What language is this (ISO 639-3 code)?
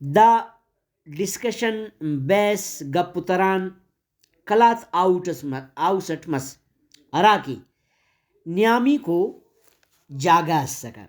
brh